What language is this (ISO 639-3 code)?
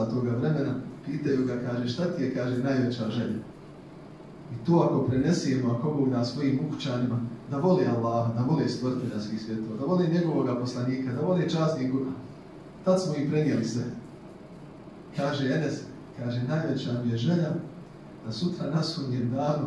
bos